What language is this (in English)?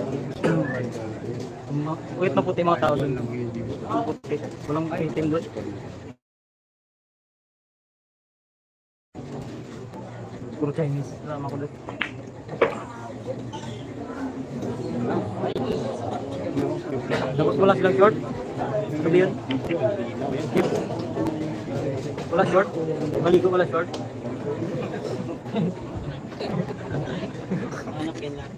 Filipino